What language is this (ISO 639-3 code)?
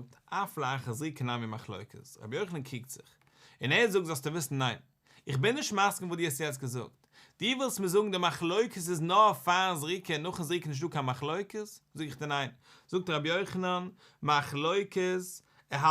yid